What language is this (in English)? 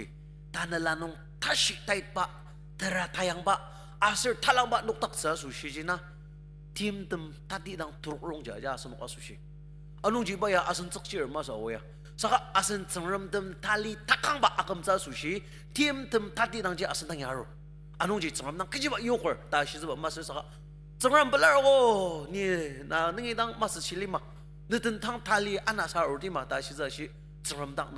Ao Naga